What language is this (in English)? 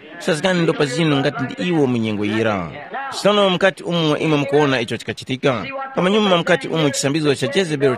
Tumbuka